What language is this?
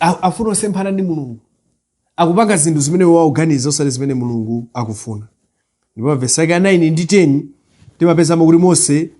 Nyanja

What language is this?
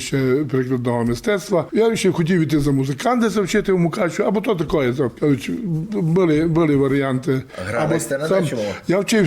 Rusyn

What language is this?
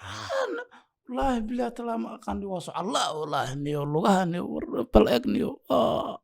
Somali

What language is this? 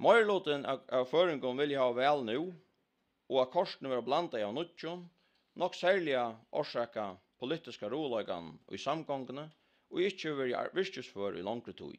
Faroese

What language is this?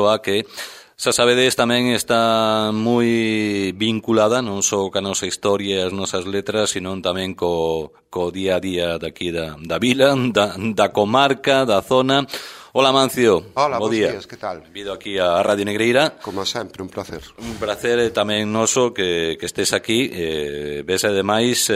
Galician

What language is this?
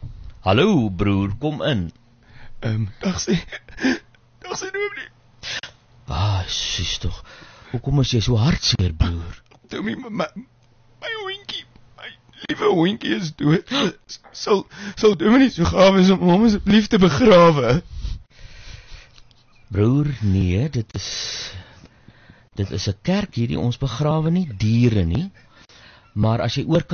Afrikaans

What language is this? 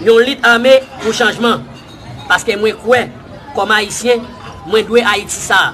Haitian Creole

